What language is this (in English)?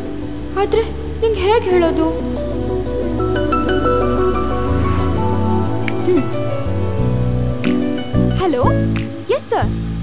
Kannada